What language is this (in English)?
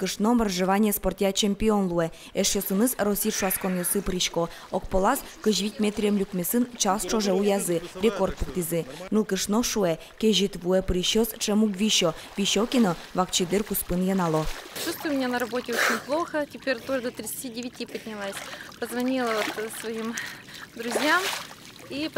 Udmurt